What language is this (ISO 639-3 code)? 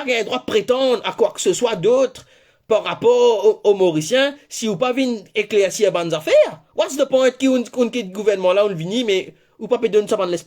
mfe